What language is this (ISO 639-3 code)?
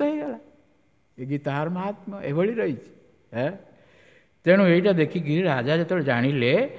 ori